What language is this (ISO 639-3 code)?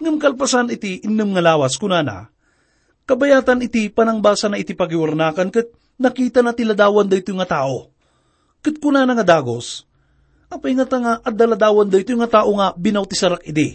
ilo